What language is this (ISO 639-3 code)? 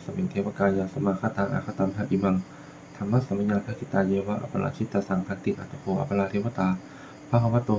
pli